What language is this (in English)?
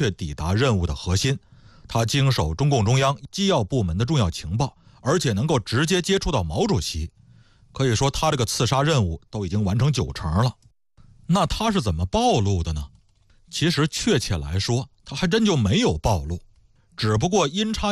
Chinese